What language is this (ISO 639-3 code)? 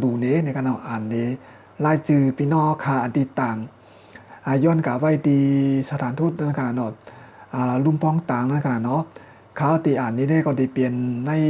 shn